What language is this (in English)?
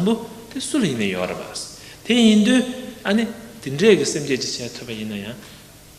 Tibetan